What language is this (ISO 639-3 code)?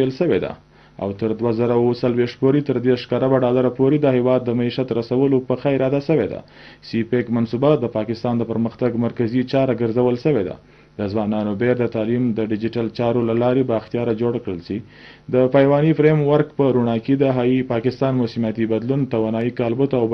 pus